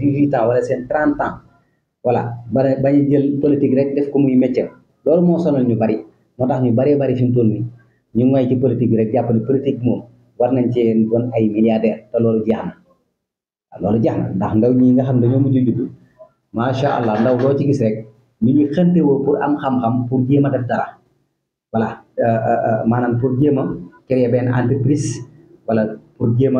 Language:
Wolof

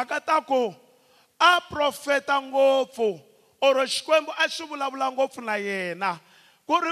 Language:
Tsonga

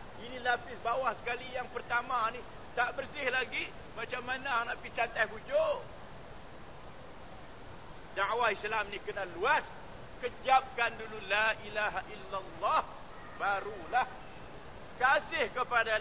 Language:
Malay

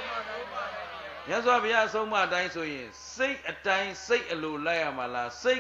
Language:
Burmese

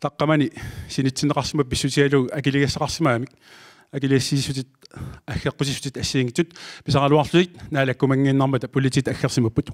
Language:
Kalaallisut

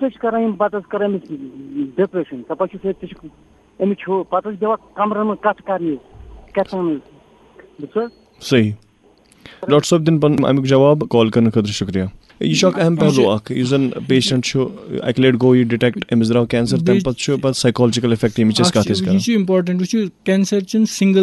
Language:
Kashmiri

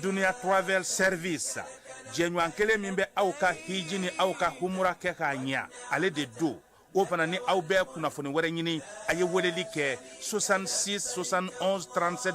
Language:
Bambara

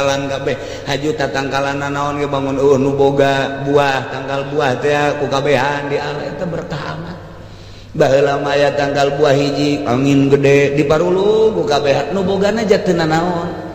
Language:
Sundanese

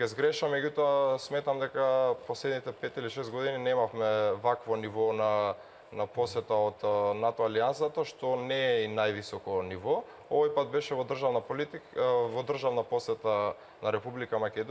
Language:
Macedonian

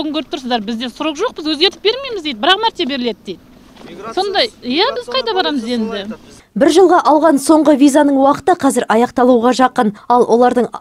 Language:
Kazakh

